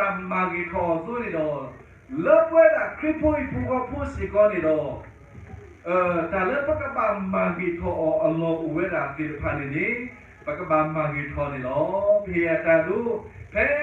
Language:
S'gaw Karen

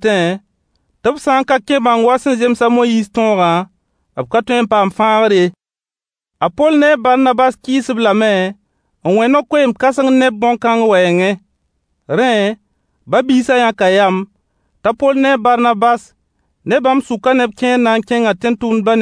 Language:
Mossi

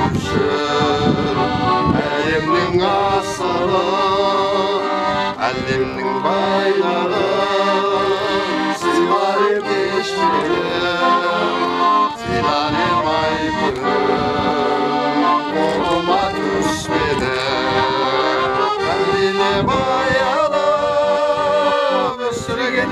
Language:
Kazakh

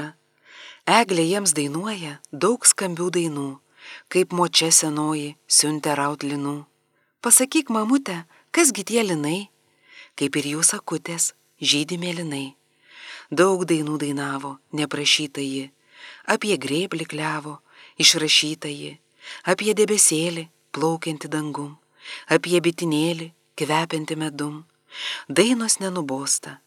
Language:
Lithuanian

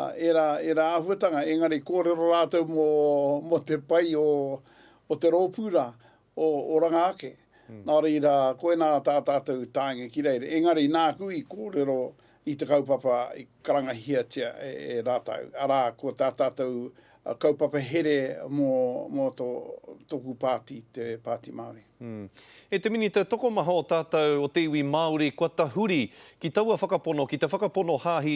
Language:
Māori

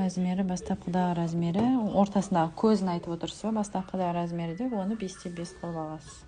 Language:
Kazakh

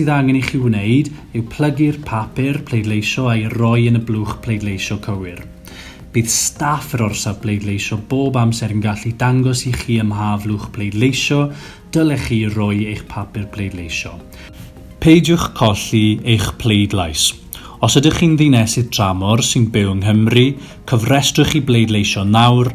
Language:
Welsh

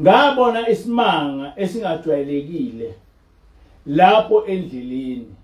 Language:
Zulu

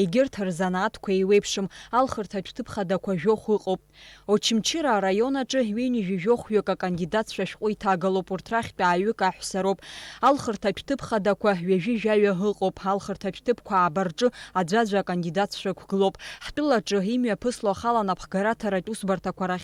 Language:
Abkhazian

